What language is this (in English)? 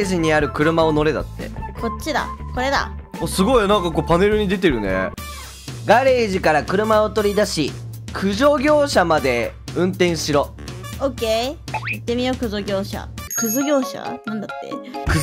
Japanese